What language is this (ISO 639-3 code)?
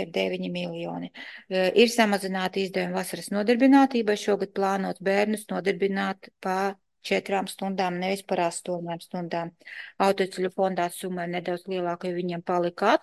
lav